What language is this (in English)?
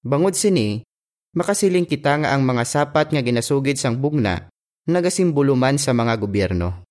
Hiligaynon